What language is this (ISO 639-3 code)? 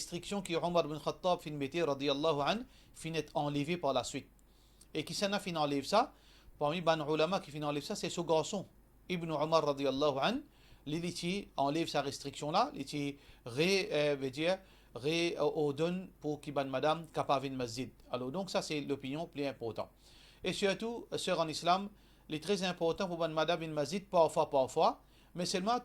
mfe